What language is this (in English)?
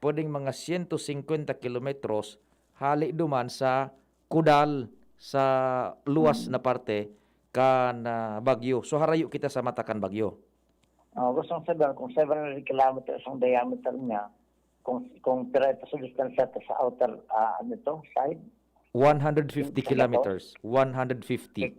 Bikol